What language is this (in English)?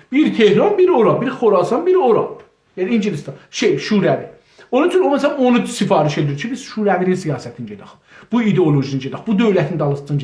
South Azerbaijani